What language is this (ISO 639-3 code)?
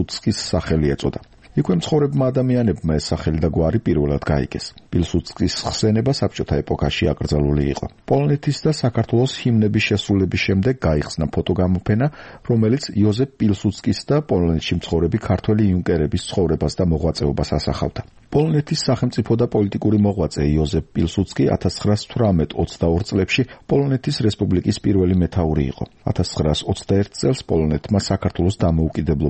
kat